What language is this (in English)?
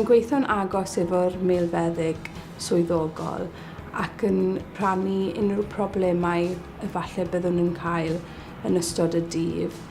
Welsh